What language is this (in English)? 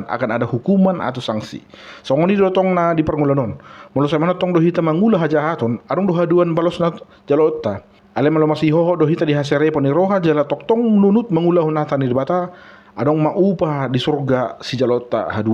Batak Toba